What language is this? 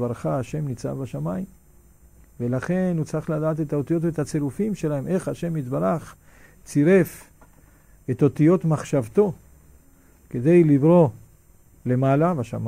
Hebrew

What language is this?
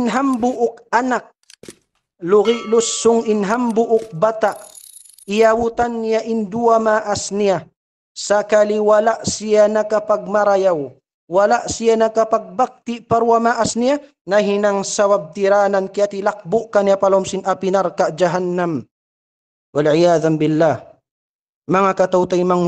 Tausug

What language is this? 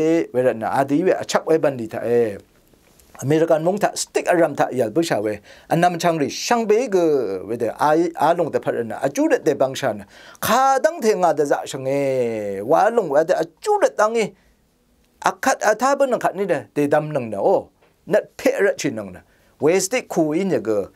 Rawang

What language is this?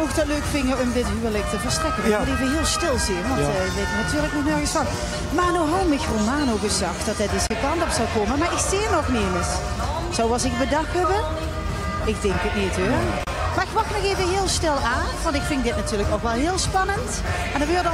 Limburgish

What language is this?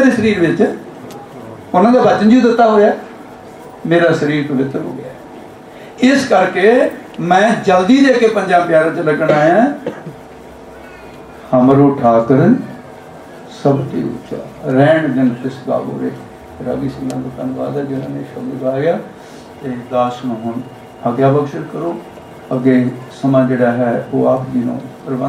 Punjabi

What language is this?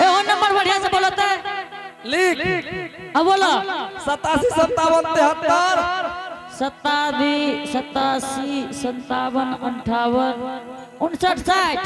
Angika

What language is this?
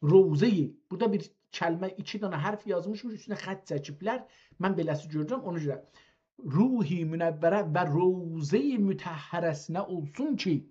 South Azerbaijani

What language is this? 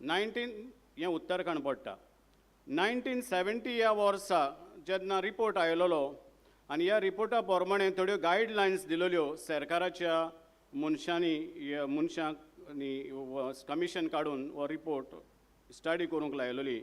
Konkani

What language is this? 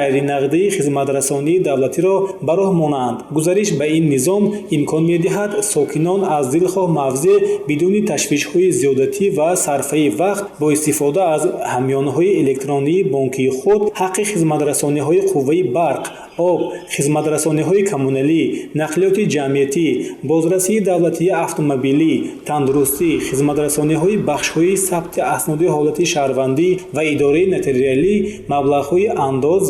Tajik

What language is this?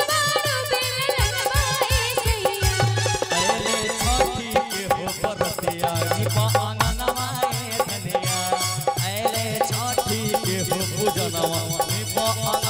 Bhojpuri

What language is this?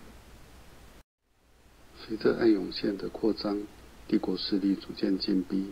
Chinese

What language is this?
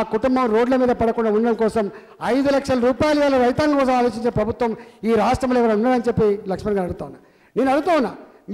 Telugu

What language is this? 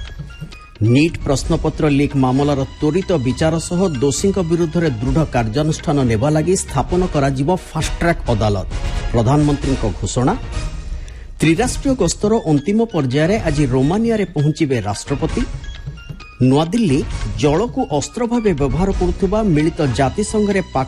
Odia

